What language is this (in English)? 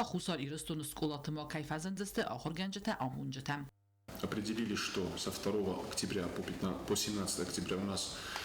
Ossetic